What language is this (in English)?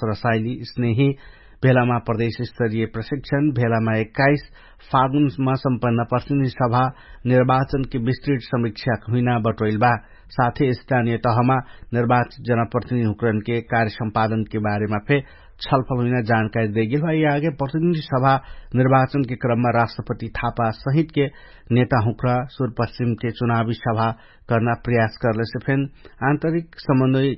Dangaura Tharu